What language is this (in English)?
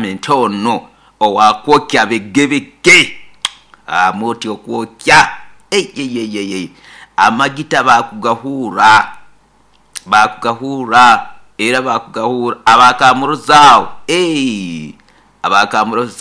Nyoro